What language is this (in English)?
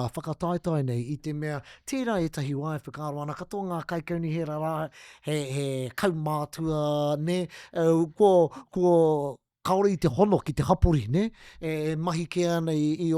Māori